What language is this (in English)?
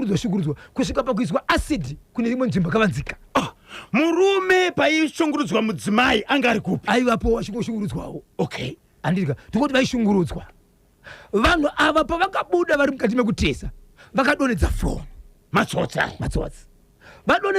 Shona